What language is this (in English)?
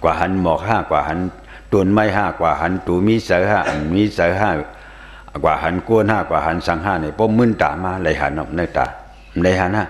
Shan